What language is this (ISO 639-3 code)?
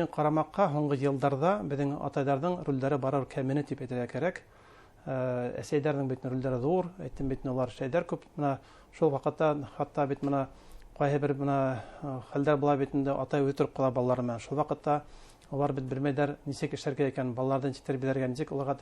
bak